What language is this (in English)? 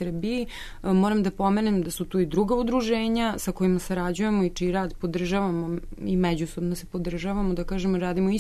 Serbian